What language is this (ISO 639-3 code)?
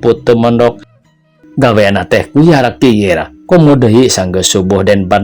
sun